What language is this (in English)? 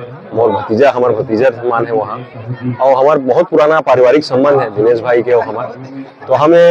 Chhattisgarhi